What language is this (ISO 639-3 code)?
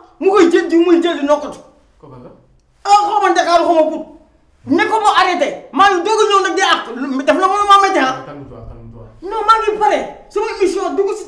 wol